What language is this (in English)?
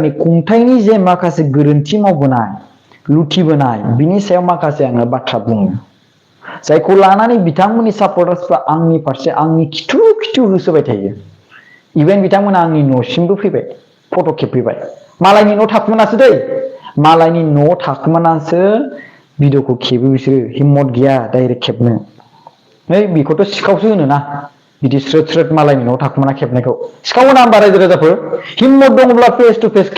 Bodo